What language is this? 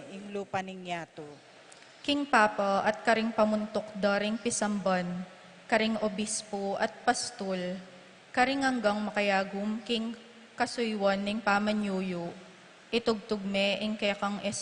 Pampanga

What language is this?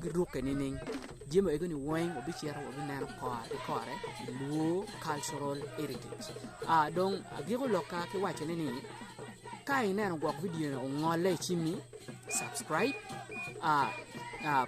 Acoli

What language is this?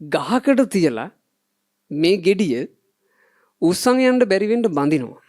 Sinhala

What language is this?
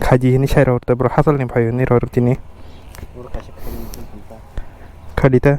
Kok Borok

